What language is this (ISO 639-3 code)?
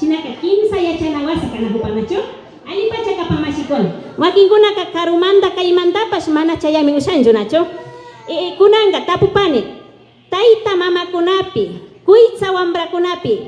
qvi